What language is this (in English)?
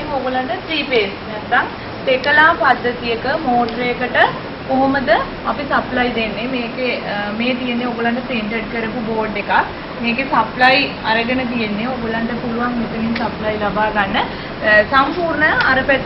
Sinhala